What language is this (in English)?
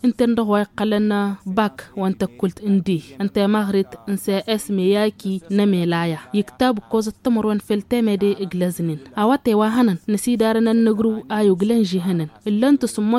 Tamasheq